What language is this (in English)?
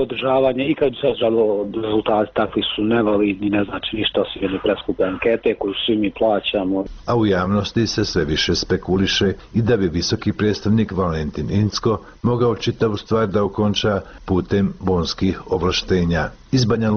Bosnian